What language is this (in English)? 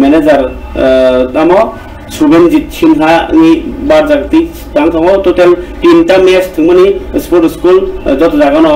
Kok Borok